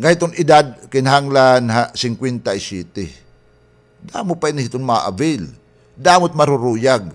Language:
Waray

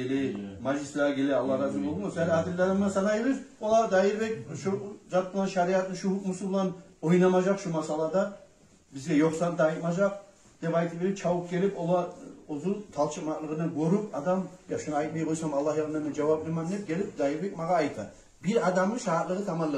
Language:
Kumyk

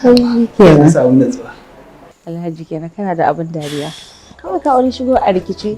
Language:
Hausa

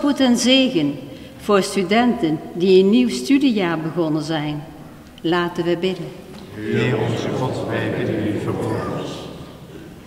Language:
Dutch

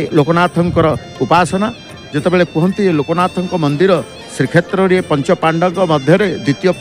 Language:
Odia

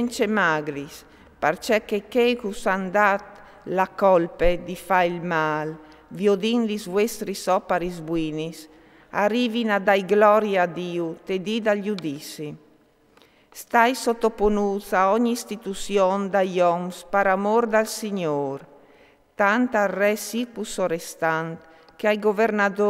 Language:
Friulian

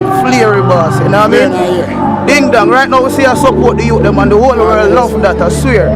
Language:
Jamaican Creole English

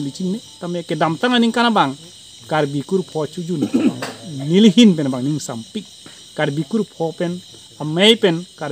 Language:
Karbi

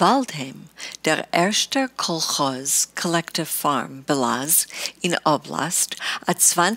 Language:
Yiddish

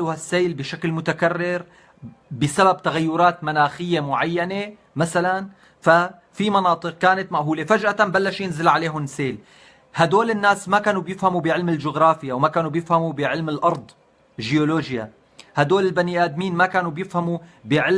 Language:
North Levantine Arabic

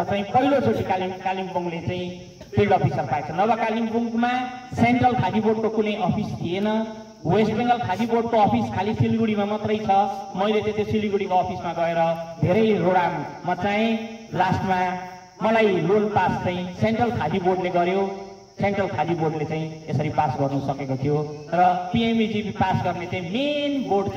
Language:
Nepali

